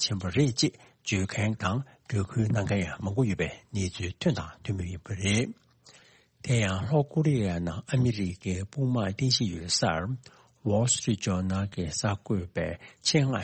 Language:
Tibetan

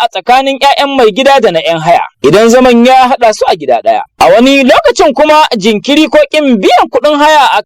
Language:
Hausa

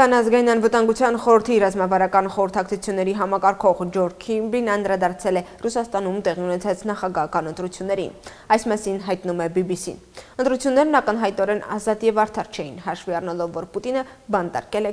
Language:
Armenian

